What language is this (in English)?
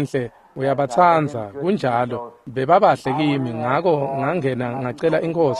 Swati